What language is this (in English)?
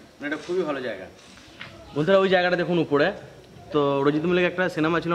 Bangla